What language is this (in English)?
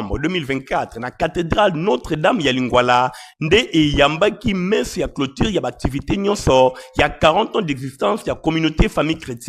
Lingala